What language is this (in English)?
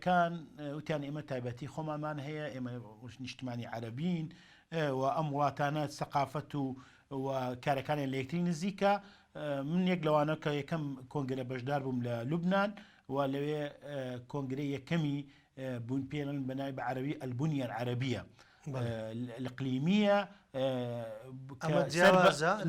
Central Kurdish